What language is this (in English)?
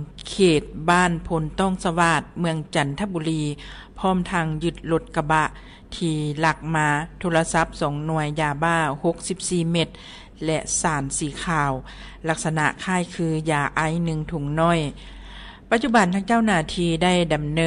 Lao